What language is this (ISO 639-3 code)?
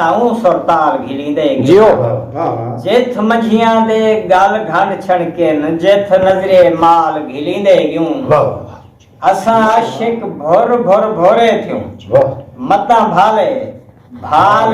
skr